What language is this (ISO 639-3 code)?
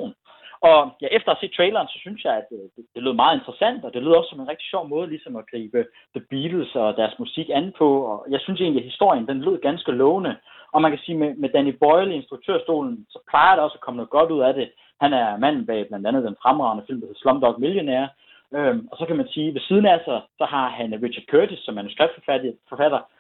dan